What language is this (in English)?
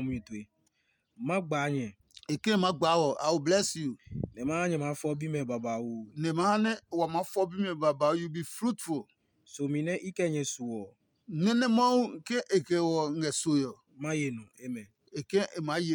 Adangme